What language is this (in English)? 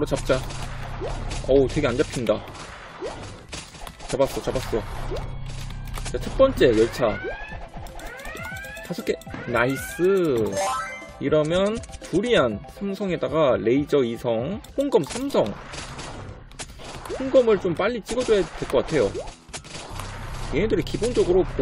Korean